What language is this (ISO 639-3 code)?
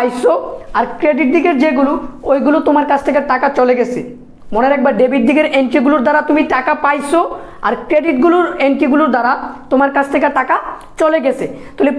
ben